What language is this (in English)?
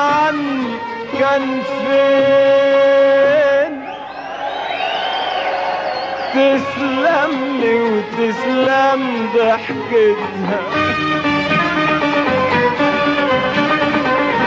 Egyptian Arabic